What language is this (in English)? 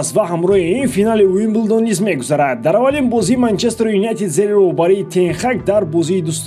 Tajik